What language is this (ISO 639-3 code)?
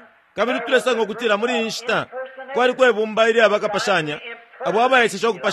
bem